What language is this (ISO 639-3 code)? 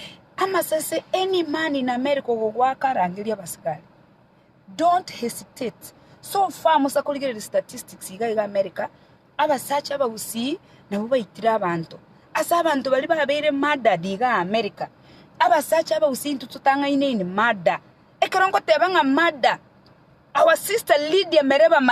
guz